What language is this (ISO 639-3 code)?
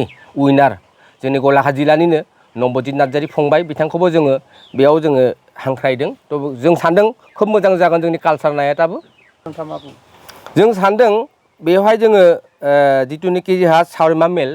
brx